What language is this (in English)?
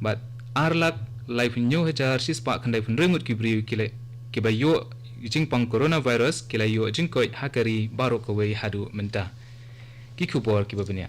Khasi